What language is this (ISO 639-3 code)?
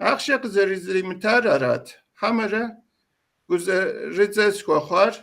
kbd